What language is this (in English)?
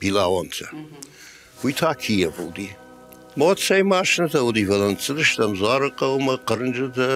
Ossetic